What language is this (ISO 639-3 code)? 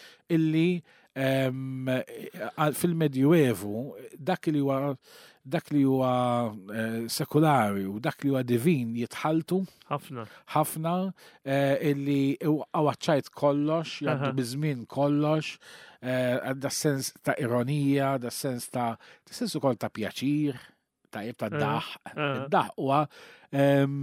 mlt